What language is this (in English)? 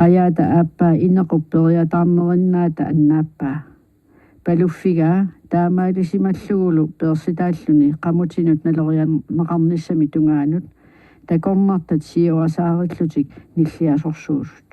Kalaallisut